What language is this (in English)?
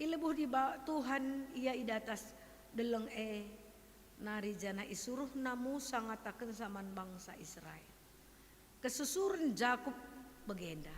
Batak Karo